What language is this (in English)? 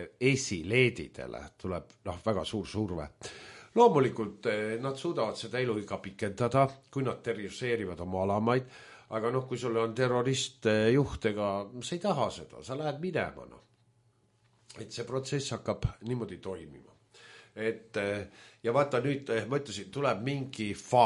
Estonian